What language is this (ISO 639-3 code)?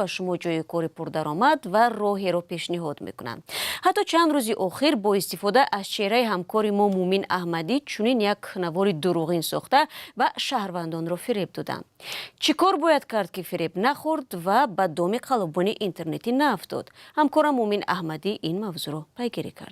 tgk